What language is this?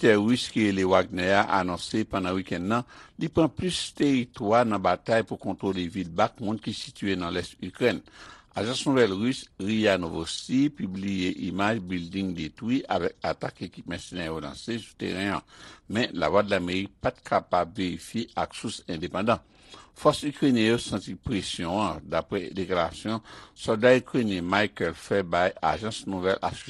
Haitian Creole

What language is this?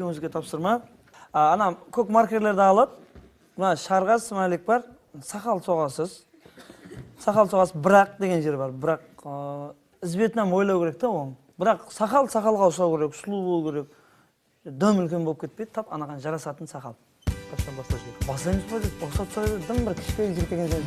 Kara-Kalpak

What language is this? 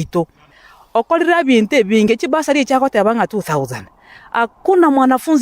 Gusii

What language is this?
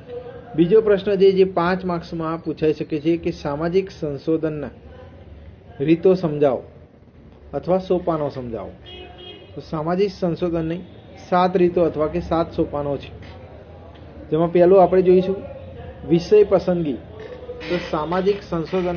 Gujarati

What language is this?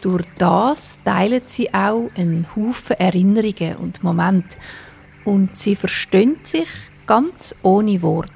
Swiss German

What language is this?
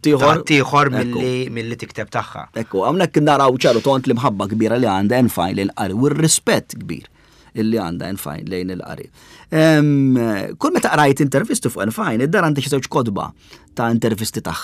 Maltese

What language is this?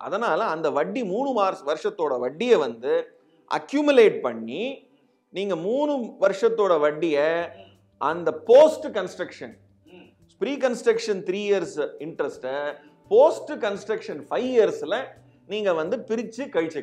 Tamil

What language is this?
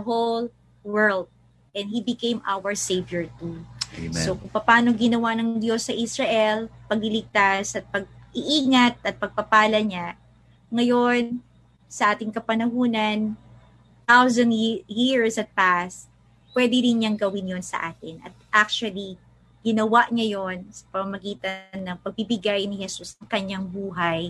Filipino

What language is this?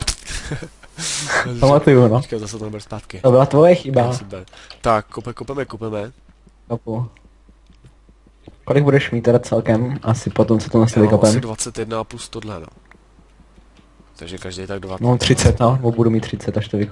Czech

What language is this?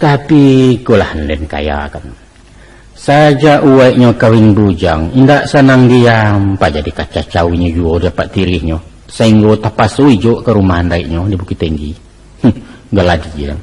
Minangkabau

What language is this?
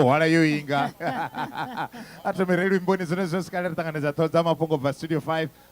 Venda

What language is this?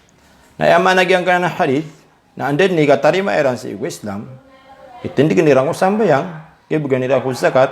Maranao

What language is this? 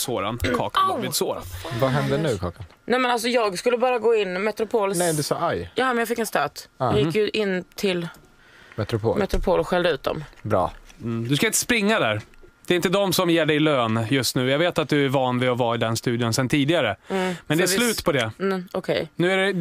Swedish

